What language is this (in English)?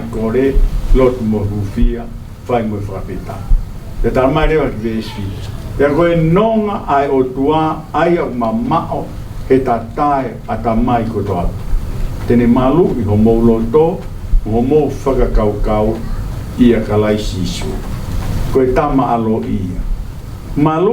Tongan